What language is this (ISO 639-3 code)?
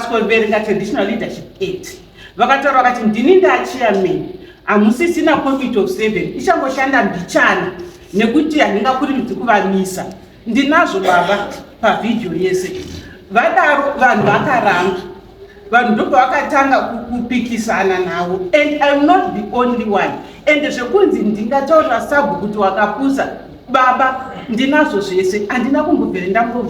sna